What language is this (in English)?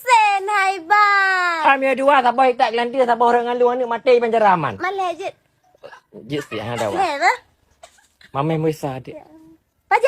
Achinese